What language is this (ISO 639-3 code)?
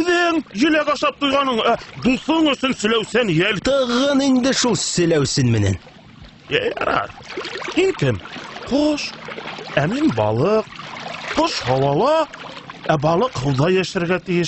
bak